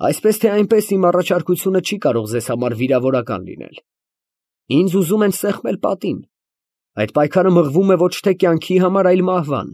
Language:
Armenian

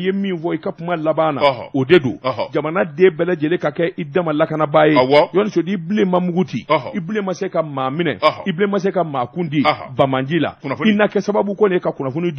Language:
Bambara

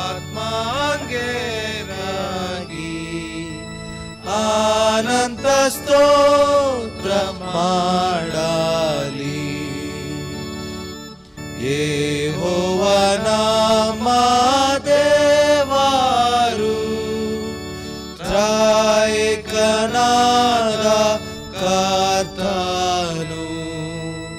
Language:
Kannada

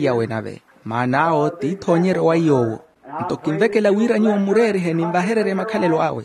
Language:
Makhuwa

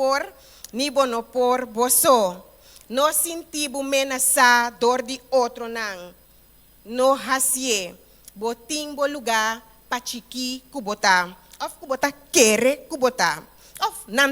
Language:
Papiamento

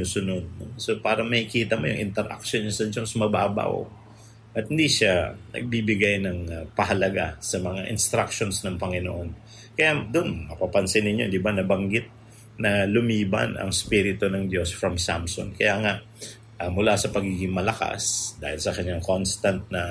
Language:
Filipino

